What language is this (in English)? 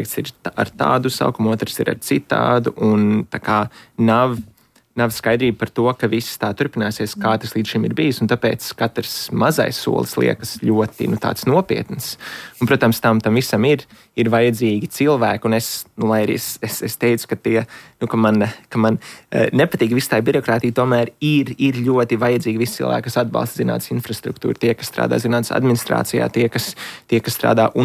Latvian